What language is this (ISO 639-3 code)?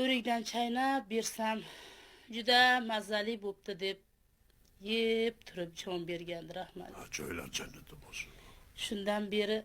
uzb